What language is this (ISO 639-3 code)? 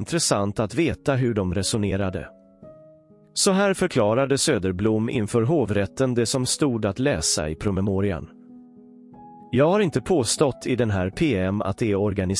swe